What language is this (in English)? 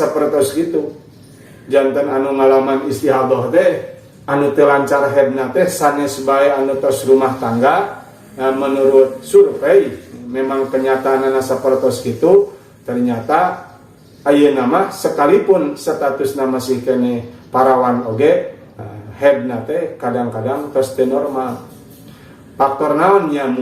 Sundanese